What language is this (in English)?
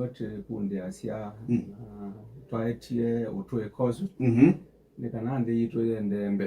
Kamba